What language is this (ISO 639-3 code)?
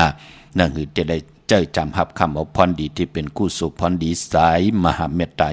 shn